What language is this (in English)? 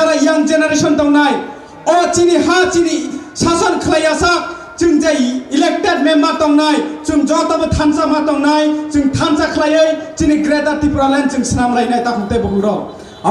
Kok Borok